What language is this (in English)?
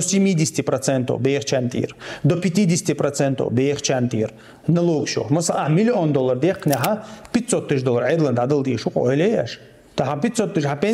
Chechen